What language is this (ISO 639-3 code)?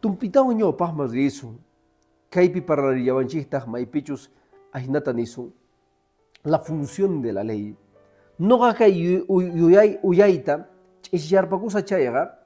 que